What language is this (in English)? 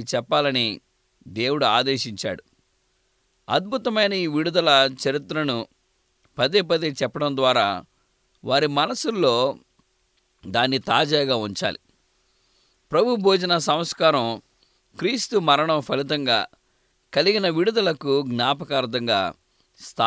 Telugu